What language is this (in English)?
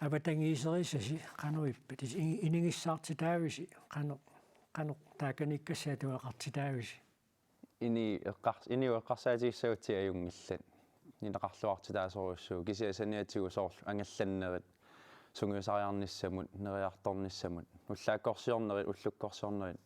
Kalaallisut